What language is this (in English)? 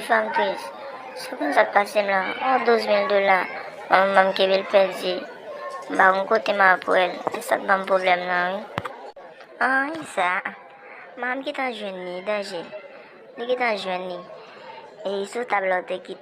Haitian Creole